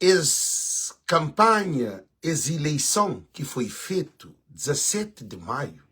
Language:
Kabuverdianu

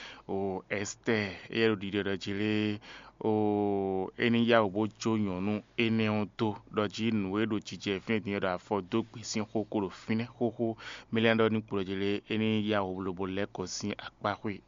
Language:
Fon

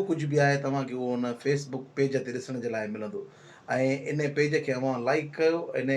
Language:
Sindhi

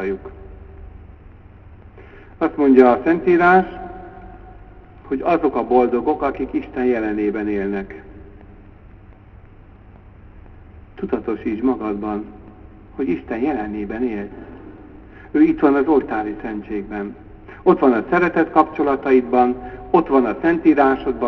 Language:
Hungarian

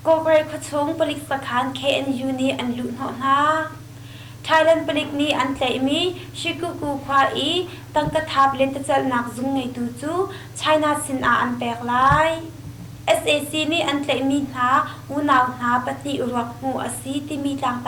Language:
Hakha Chin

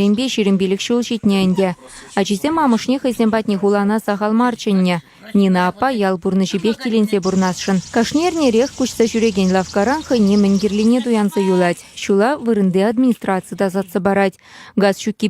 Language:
Chuvash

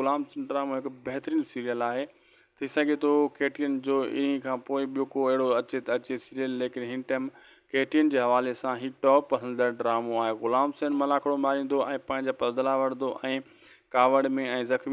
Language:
Sindhi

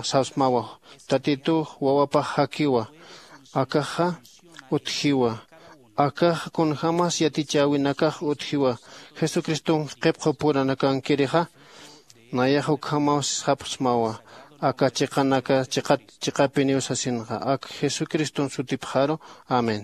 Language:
Aymara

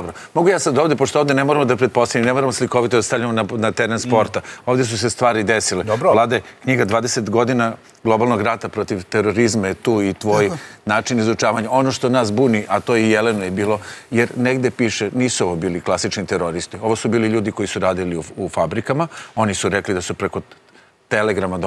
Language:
Serbian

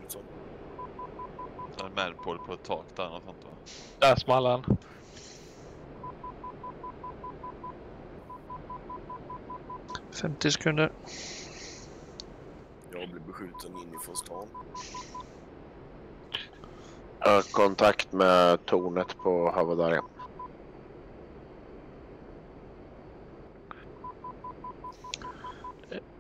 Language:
Swedish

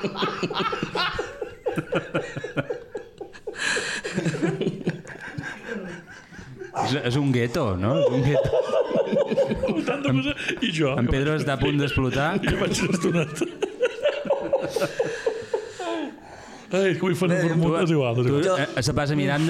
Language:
Catalan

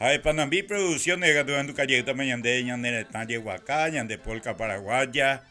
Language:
Guarani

